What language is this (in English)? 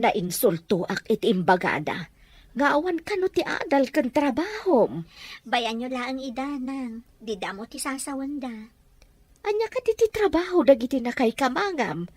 Iloko